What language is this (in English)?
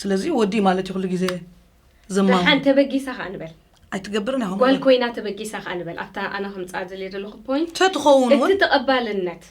Tigrinya